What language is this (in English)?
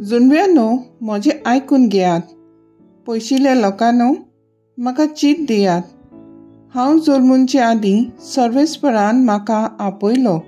Konkani